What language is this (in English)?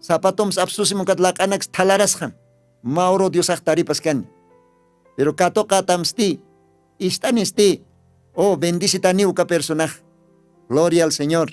Aymara